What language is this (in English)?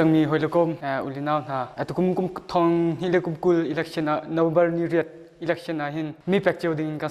Hakha Chin